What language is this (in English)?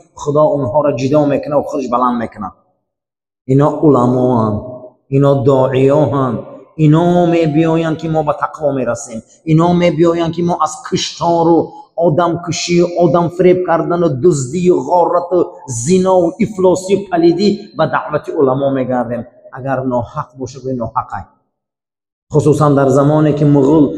Persian